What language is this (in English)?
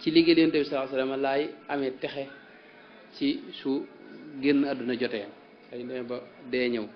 Wolof